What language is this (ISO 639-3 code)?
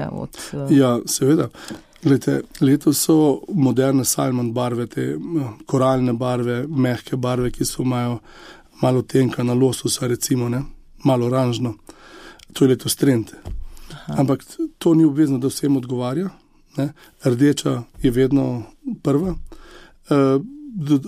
slv